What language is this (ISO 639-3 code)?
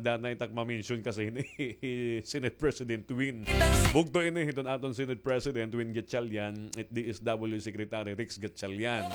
war